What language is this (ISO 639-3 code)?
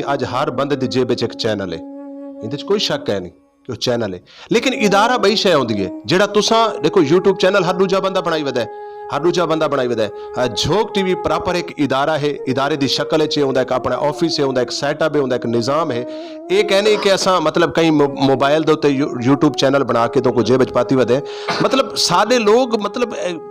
skr